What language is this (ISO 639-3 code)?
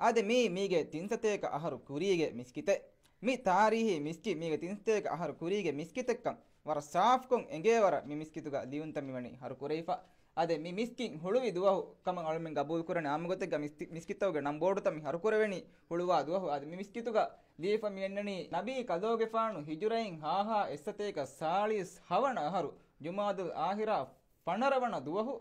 div